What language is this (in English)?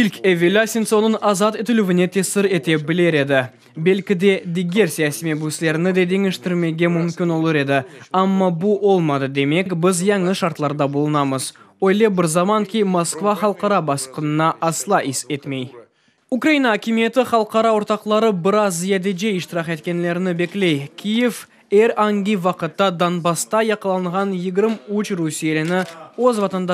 Crimean Tatar